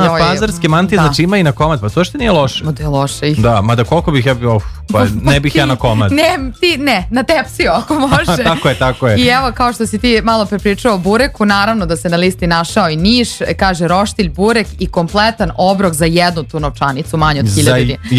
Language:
Serbian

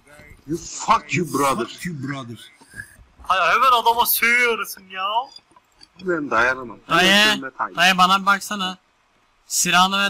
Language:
Turkish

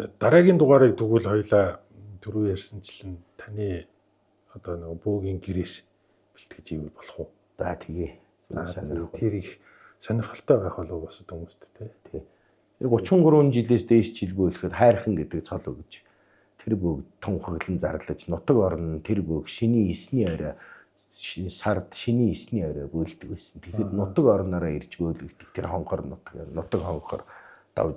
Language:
Mongolian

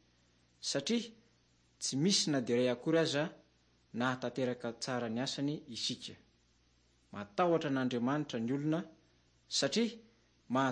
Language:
Malagasy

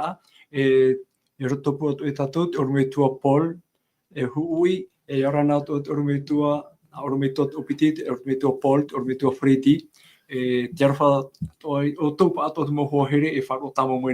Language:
Tahitian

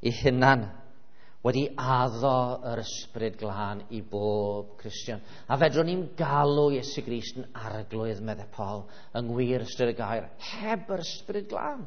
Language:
Welsh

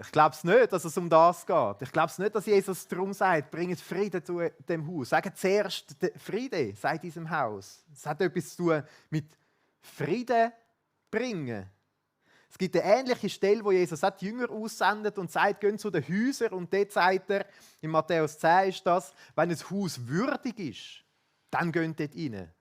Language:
Swiss German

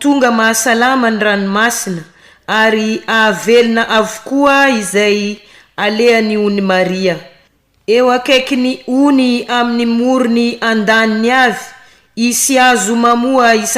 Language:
Malagasy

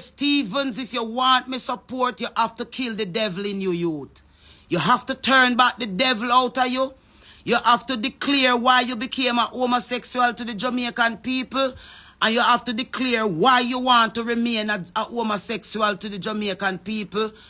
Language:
Jamaican Creole English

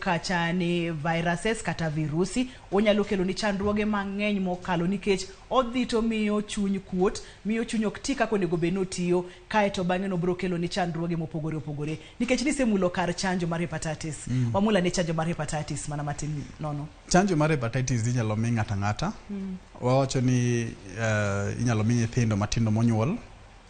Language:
Luo (Kenya and Tanzania)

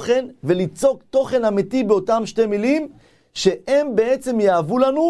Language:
Hebrew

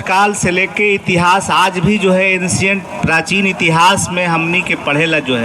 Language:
Magahi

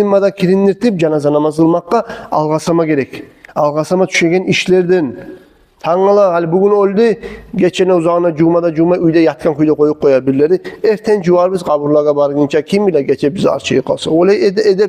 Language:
Kumyk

